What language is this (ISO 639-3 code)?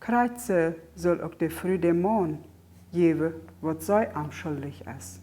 pdt